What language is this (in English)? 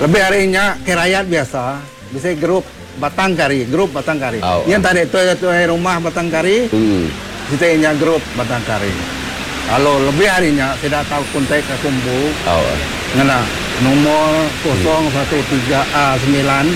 Iban